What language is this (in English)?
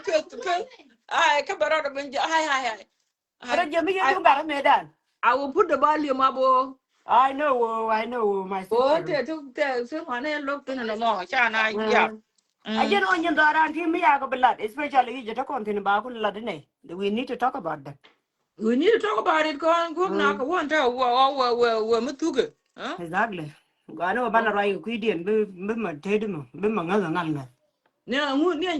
Nuer